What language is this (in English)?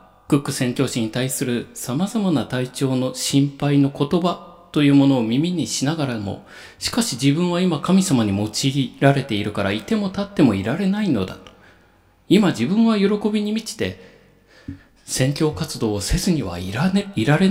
Japanese